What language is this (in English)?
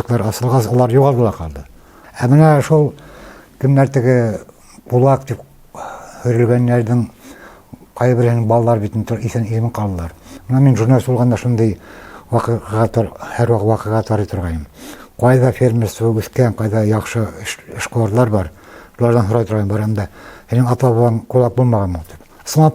Bashkir